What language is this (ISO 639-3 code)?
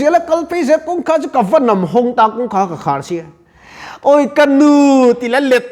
lus